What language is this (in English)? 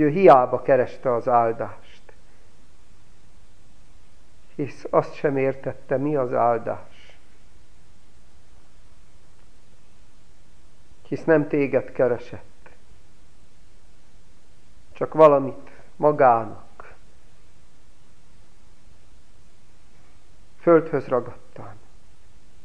Hungarian